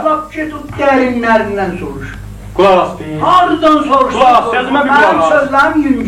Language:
South Azerbaijani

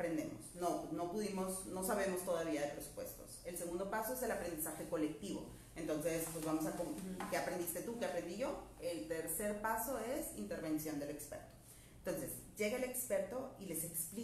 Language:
Spanish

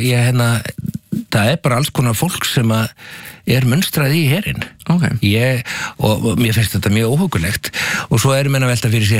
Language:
Icelandic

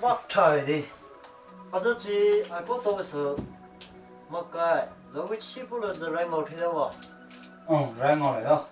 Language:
Poumei Naga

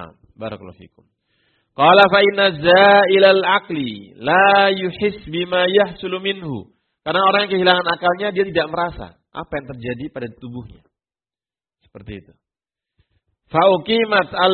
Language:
Indonesian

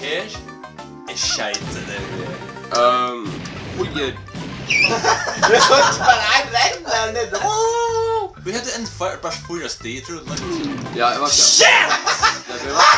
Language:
Faroese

